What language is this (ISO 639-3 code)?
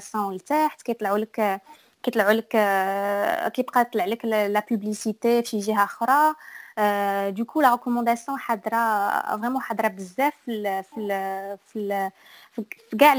ary